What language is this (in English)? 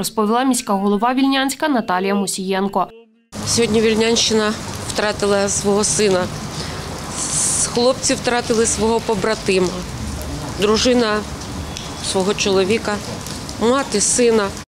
Ukrainian